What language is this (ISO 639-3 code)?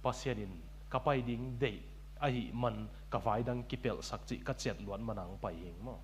ctd